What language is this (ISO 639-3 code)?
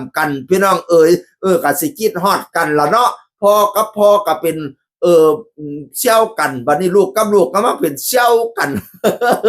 tts